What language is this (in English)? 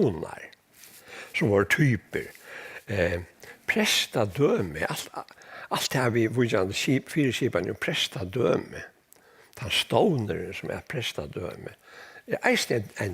Faroese